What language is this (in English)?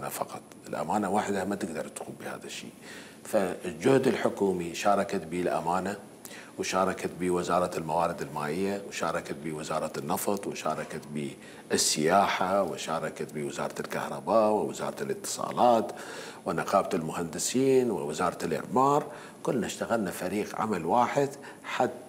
Mesopotamian Arabic